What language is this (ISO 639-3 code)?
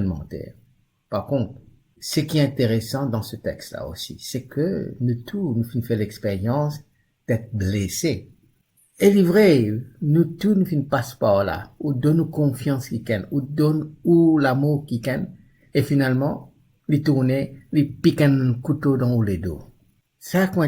mfe